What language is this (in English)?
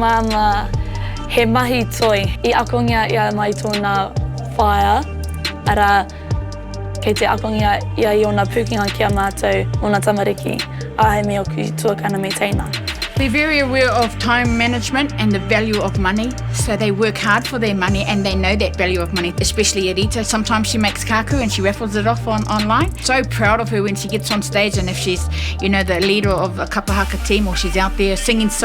Māori